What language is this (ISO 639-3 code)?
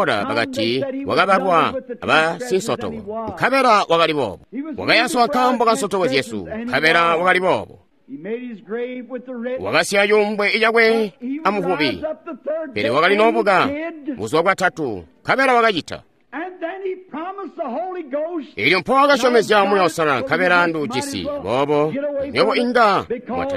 toi